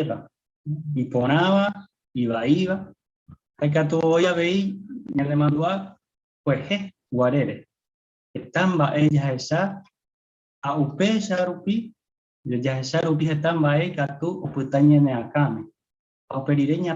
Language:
Guarani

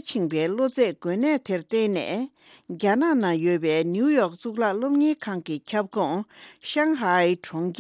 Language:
Tibetan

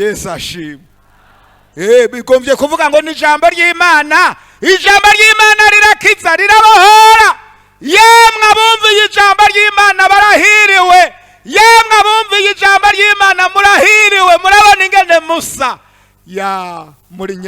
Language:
Rundi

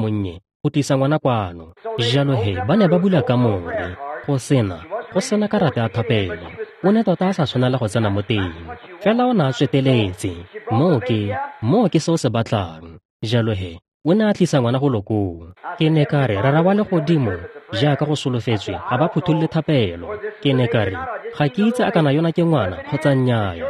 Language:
Tswana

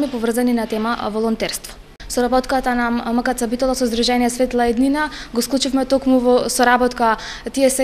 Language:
Macedonian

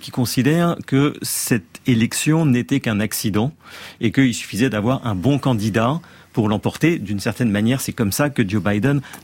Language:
French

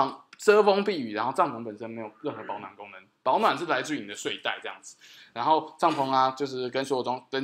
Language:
Chinese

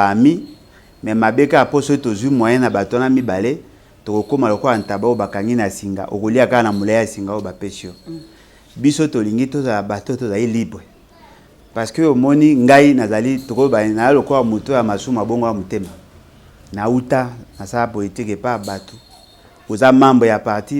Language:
Lingala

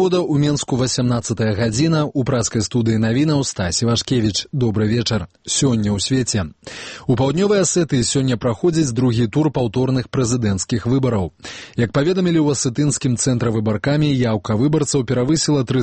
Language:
Belarusian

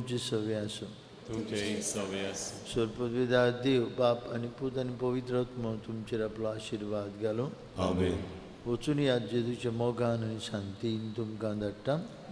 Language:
Konkani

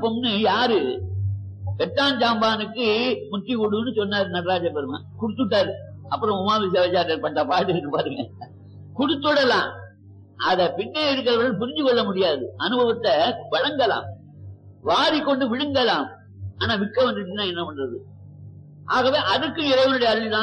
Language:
Tamil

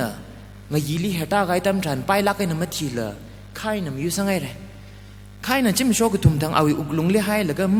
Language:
Tangkhul Naga (India)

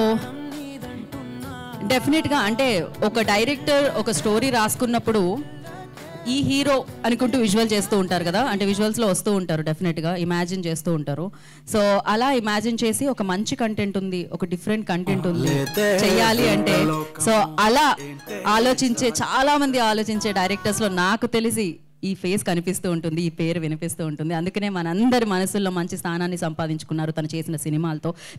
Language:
Telugu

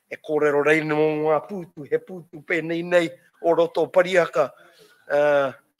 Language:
Māori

